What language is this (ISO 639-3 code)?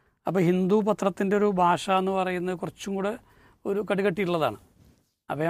mal